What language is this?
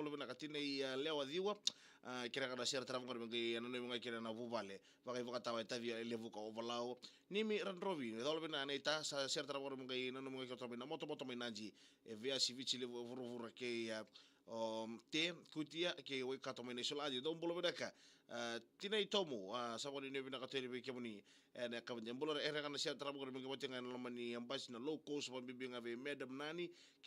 Fijian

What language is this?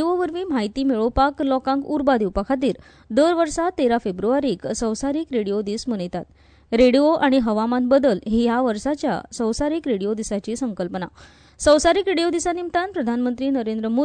Konkani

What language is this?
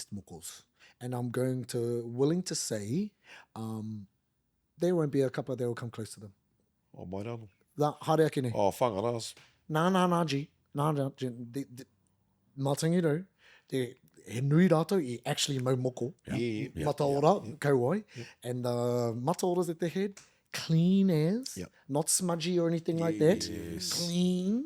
Māori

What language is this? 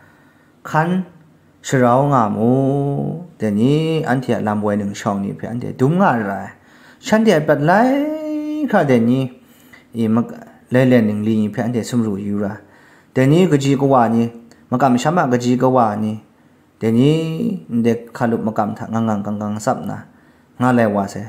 Kachin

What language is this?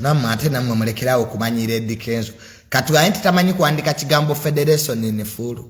Ganda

